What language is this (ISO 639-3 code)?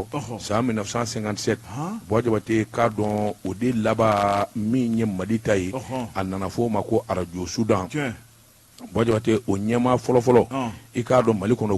bam